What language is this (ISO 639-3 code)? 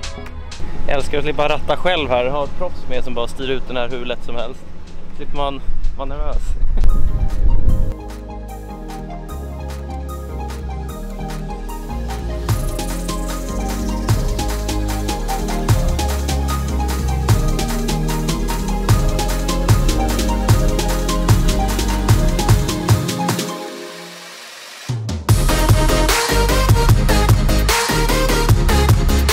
swe